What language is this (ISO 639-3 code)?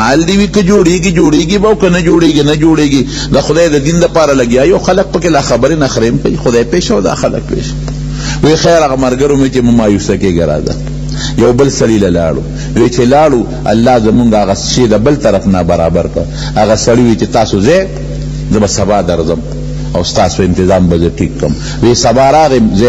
pus